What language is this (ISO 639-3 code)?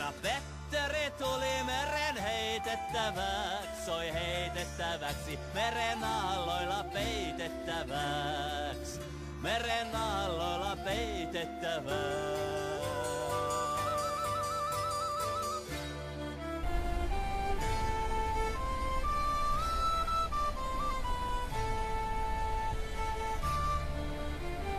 fin